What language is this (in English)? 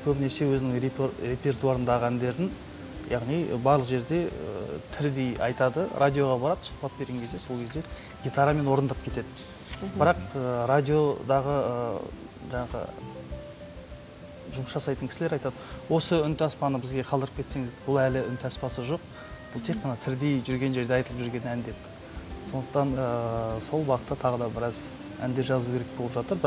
Kazakh